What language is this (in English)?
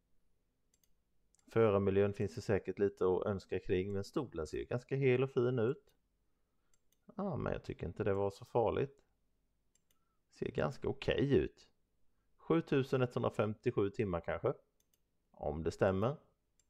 Swedish